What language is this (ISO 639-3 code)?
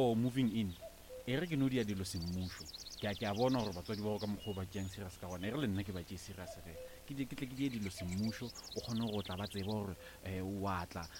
nso